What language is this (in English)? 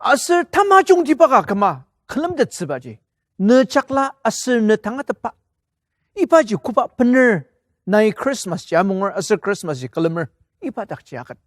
Ao Naga